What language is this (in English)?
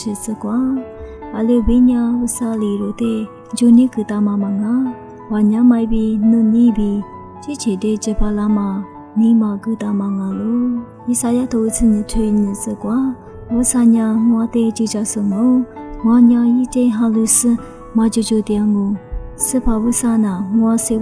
Lisu